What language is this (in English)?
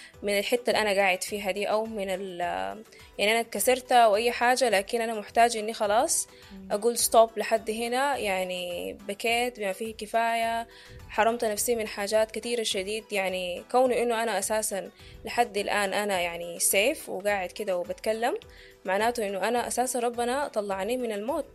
Sudanese Arabic